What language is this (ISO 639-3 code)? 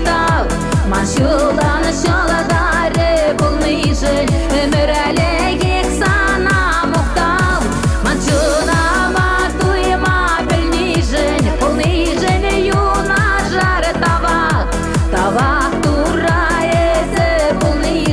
chv